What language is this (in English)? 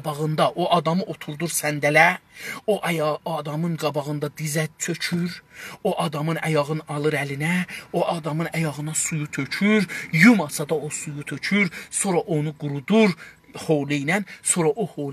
South Azerbaijani